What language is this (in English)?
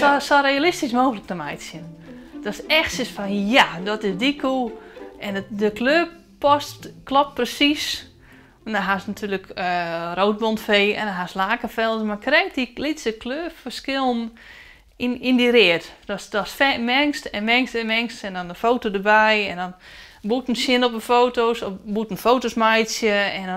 Western Frisian